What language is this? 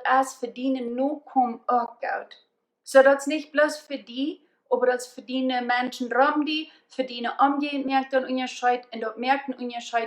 Plautdietsch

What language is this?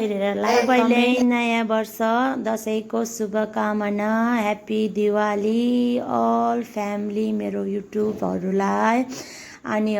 Nepali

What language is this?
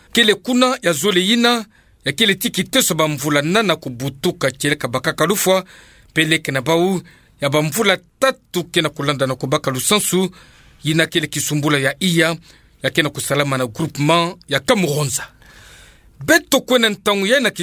Kituba (Democratic Republic of Congo)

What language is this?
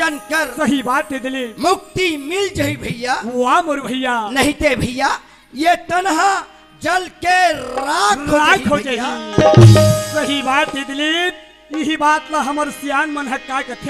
Chhattisgarhi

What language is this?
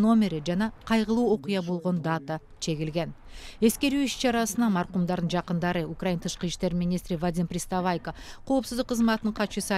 Kyrgyz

